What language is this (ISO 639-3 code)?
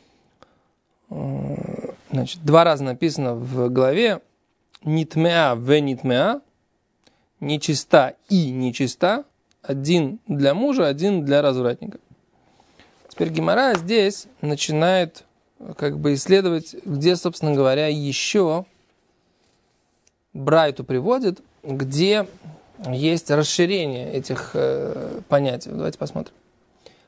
rus